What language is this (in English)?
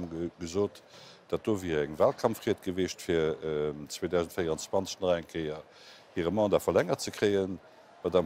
Luxembourgish